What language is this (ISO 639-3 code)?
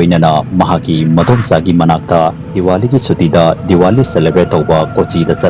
mni